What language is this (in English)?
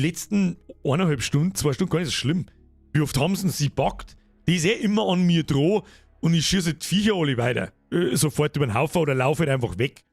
Bavarian